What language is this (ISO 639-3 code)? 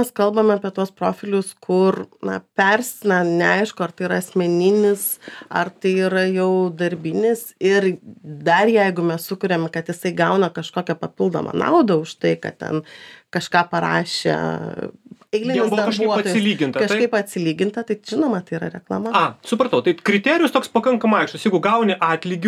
lit